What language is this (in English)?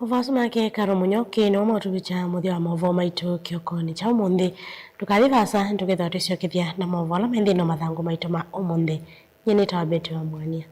Kamba